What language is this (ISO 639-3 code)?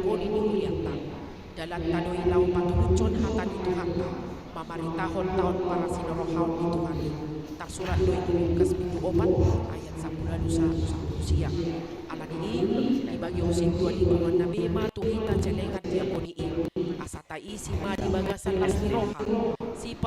bbc